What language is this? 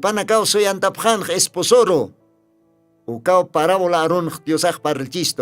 Aymara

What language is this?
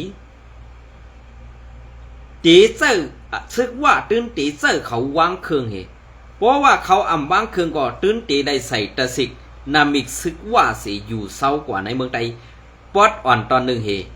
Shan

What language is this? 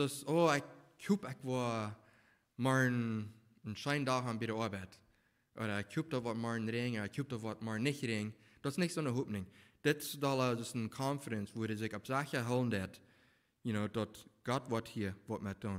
Plautdietsch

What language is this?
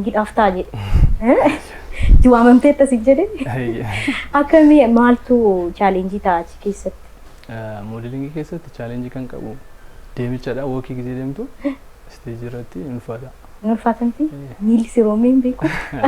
Oromo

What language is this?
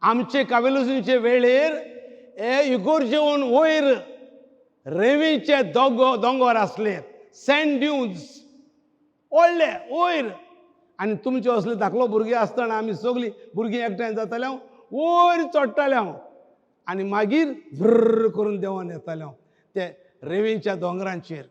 Konkani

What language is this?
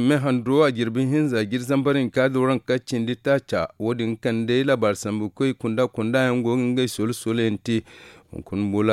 Zarma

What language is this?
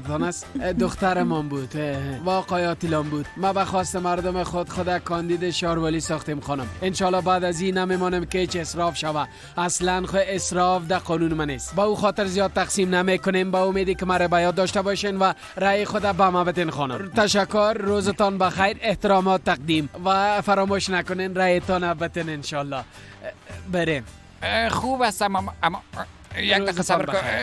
Persian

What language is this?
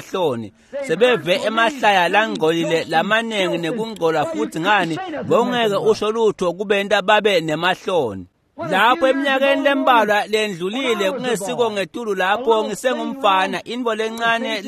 Swati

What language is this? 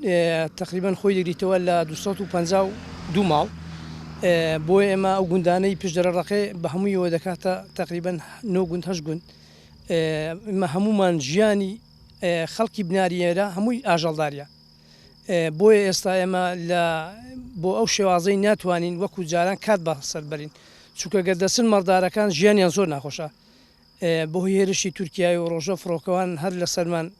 Central Kurdish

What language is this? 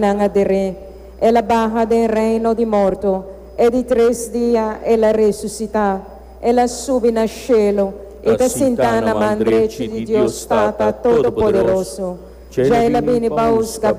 Papiamento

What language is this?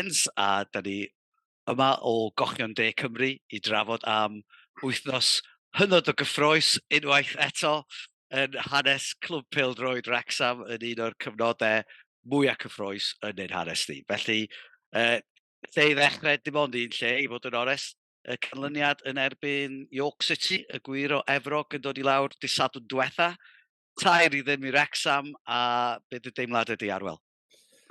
Welsh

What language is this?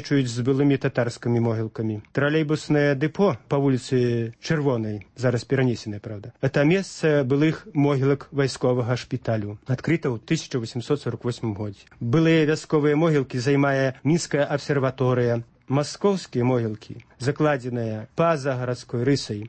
Belarusian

